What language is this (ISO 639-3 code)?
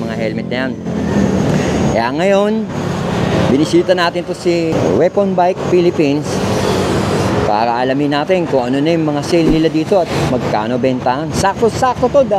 fil